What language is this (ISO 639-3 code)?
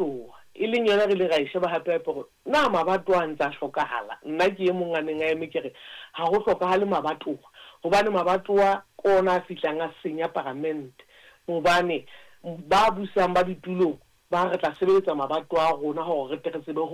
sot